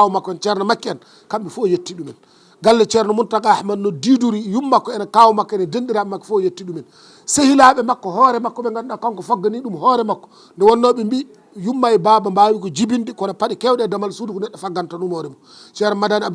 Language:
Fula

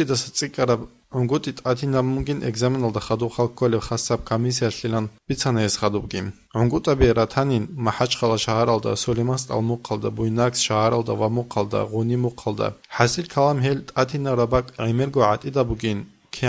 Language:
Avaric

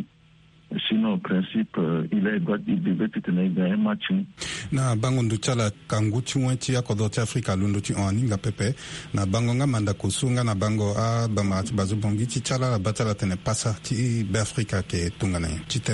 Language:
Sango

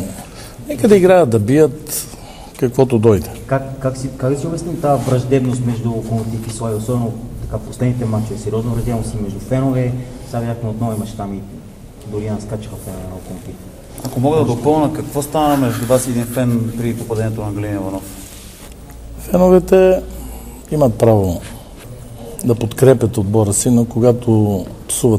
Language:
Bulgarian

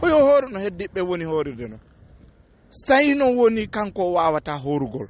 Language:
Fula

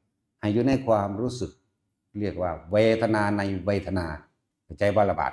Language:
Northeastern Thai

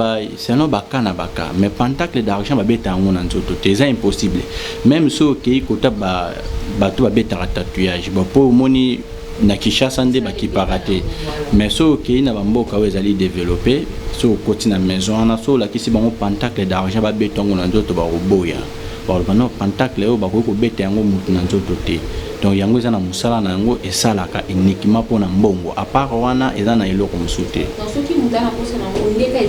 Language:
Lingala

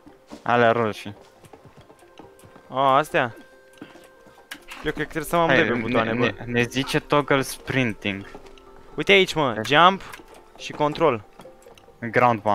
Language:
Romanian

